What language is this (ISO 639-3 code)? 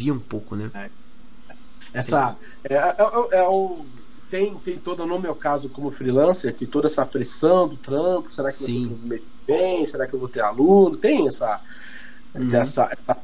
por